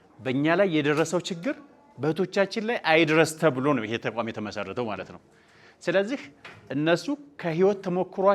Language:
Amharic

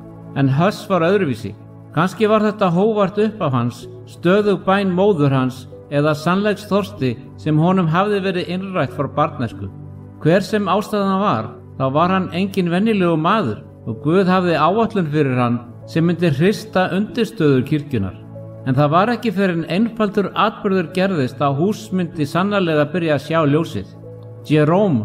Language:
Icelandic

